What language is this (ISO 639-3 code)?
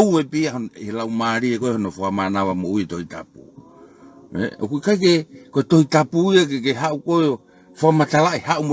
ton